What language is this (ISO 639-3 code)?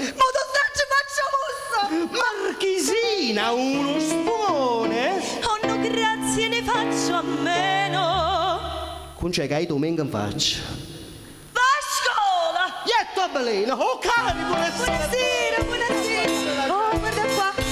nap